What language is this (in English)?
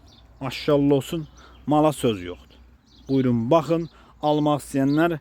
Azerbaijani